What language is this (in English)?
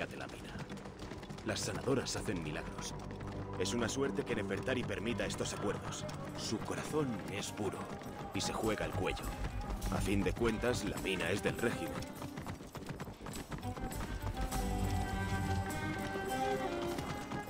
Spanish